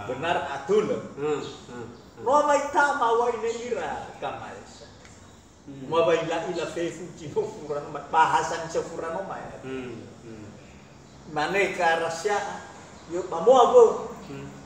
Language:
Nias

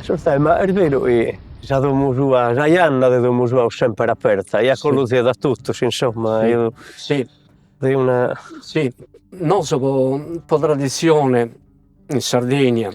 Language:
Sardinian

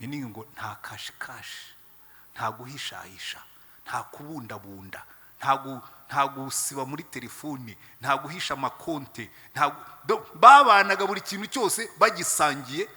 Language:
Kinyarwanda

